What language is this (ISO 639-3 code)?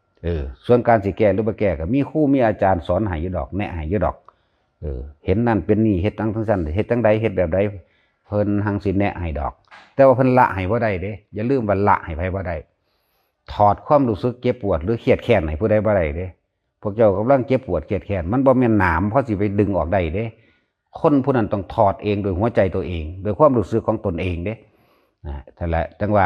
tts